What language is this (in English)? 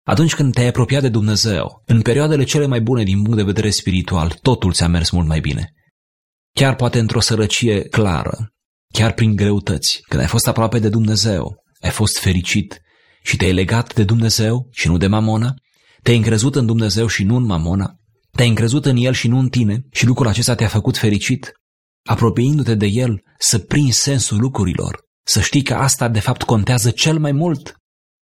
Romanian